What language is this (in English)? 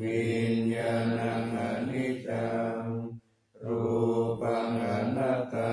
Pali